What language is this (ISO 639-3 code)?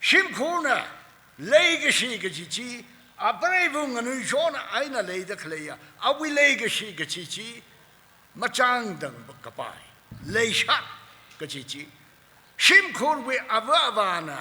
nmf